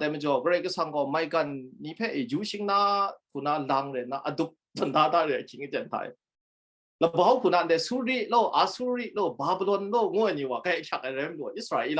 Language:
Kachin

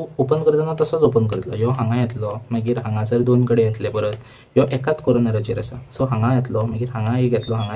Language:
Konkani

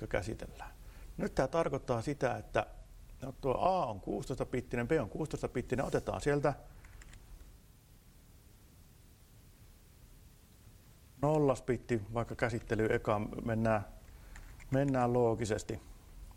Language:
Finnish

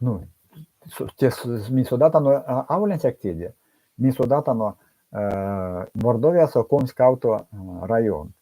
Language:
Erzya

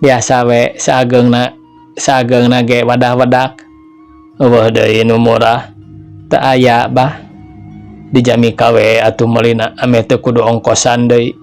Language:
Sundanese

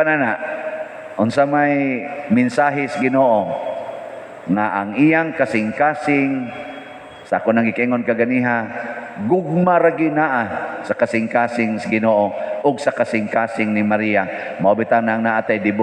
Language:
Cebuano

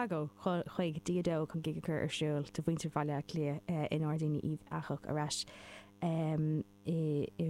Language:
Irish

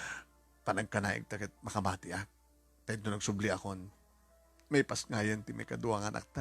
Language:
Iloko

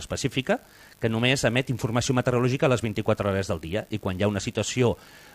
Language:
Catalan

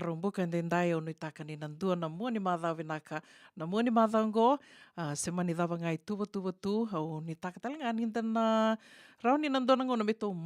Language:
Fijian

